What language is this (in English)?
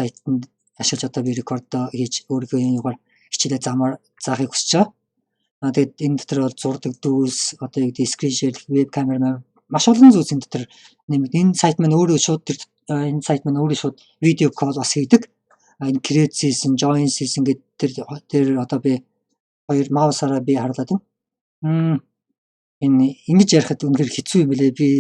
Mongolian